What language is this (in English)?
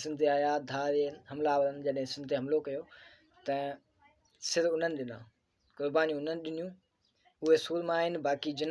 Sindhi